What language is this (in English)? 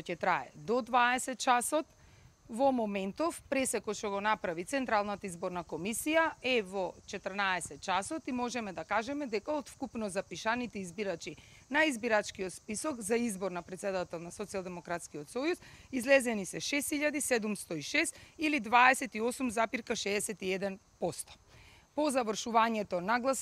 Macedonian